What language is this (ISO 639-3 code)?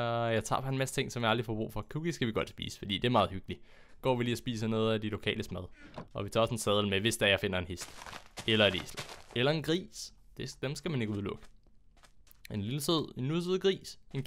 dan